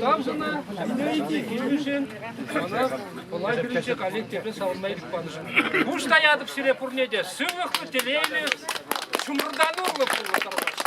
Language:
Chuvash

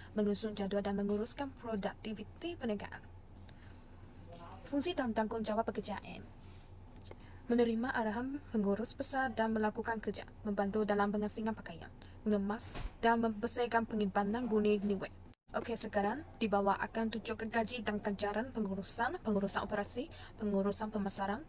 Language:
Malay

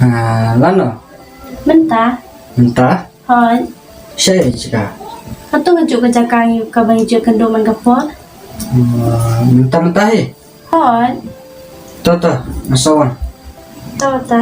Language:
Khasi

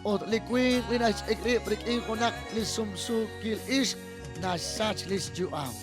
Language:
Kekchí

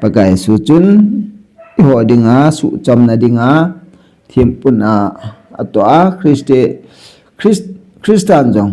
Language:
Thado Chin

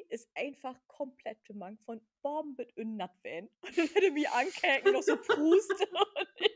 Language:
Low German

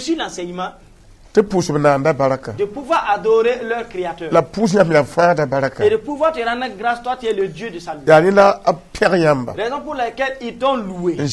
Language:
Mossi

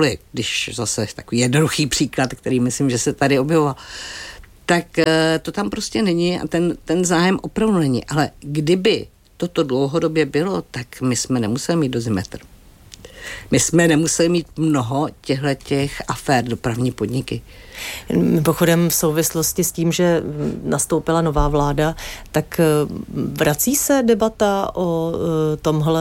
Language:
Czech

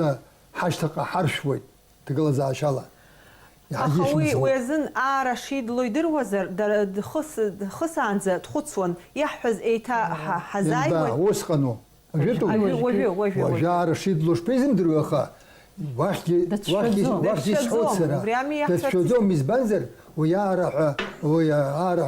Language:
Abkhazian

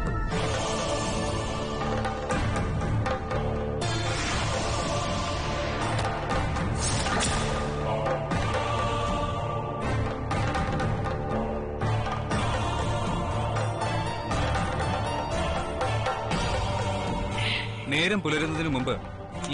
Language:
Malayalam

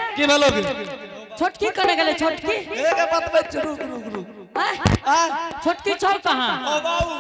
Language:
Angika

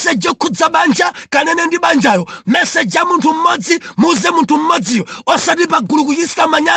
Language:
Nyanja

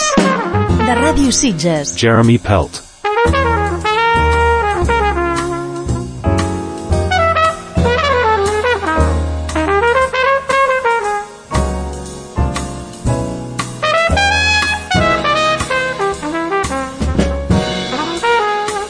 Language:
Catalan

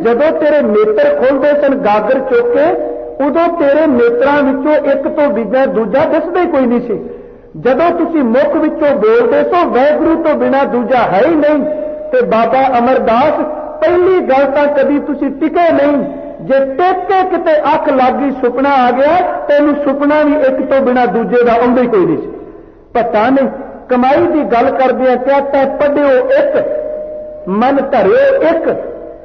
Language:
Punjabi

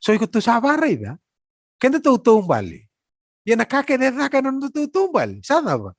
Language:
Fijian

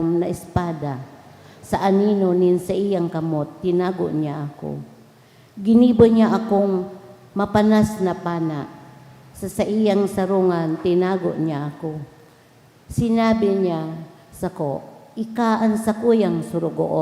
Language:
Bikol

